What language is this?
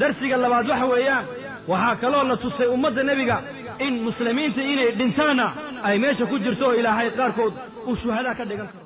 Somali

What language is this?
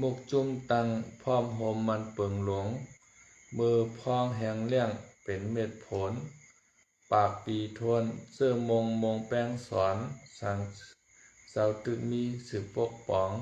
Shan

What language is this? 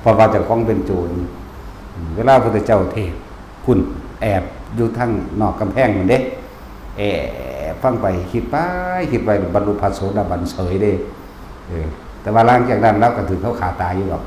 Northeastern Thai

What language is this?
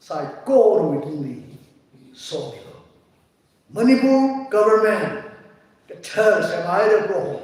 Tangkhul Naga (India)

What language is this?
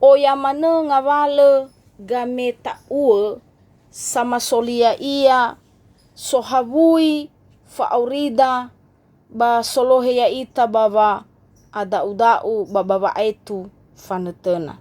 Nias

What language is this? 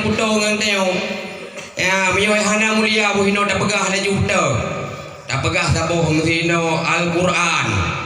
Achinese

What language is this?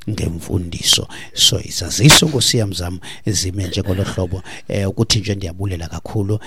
Xhosa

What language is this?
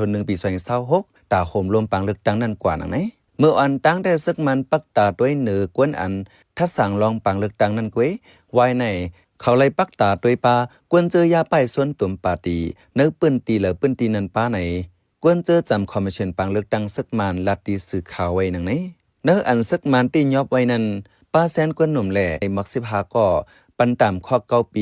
Shan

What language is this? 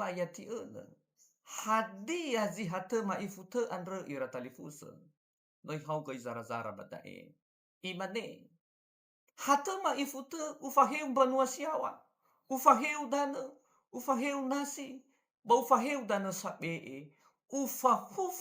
Nias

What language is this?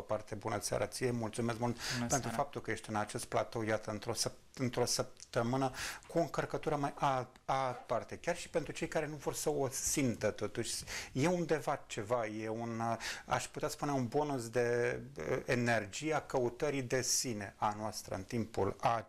Romanian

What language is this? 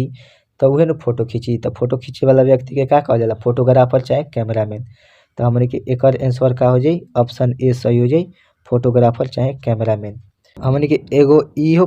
Bhojpuri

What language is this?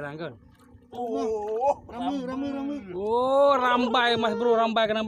Achinese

